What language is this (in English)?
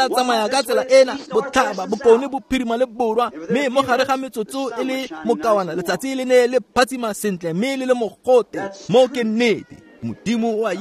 Tswana